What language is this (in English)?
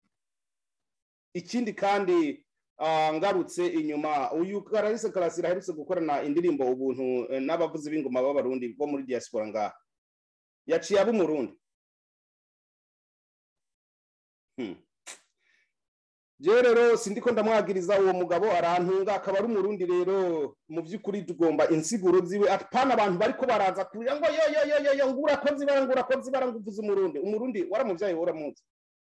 Kinyarwanda